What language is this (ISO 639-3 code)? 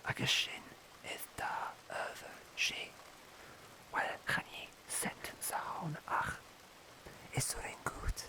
gla